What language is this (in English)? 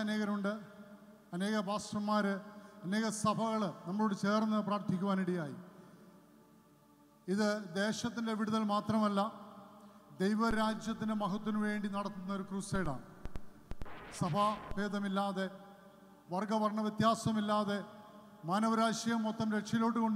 Malayalam